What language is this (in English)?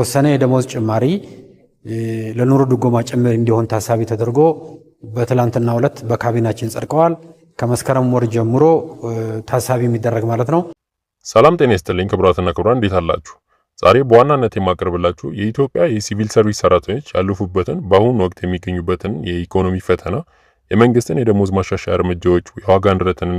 Amharic